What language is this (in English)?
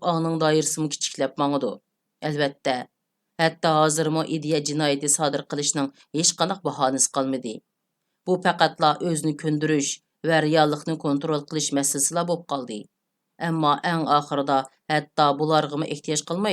Uyghur